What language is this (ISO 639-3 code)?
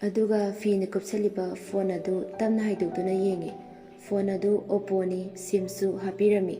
mni